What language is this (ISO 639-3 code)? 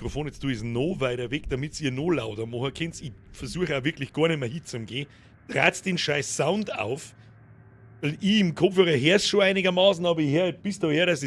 bar